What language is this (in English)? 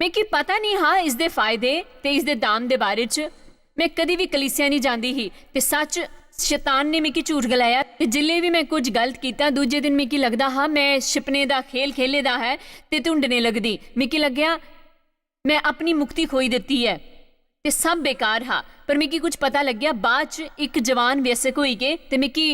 Dogri